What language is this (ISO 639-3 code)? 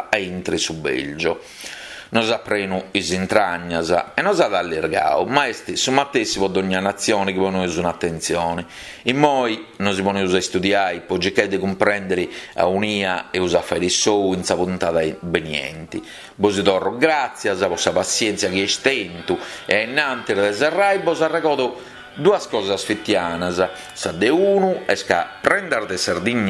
srd